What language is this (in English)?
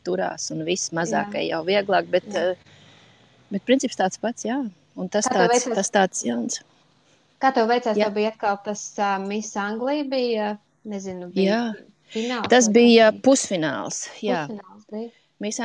Latvian